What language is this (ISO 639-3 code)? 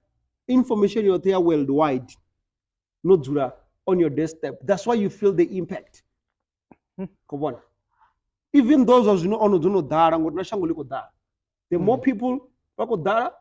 ven